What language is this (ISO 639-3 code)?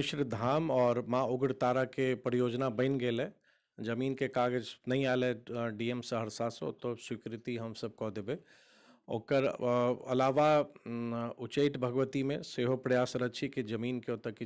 mai